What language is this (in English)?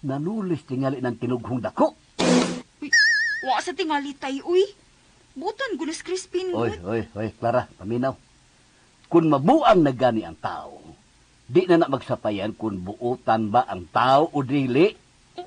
Cebuano